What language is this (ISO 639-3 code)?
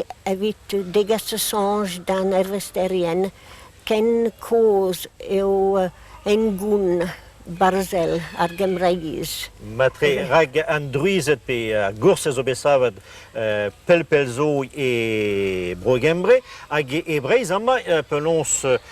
bre